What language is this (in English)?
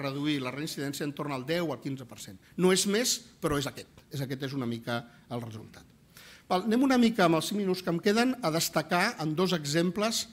Catalan